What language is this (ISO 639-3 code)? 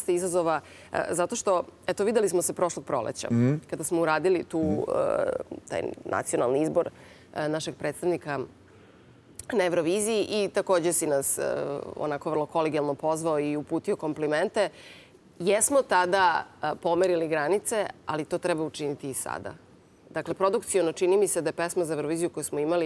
srp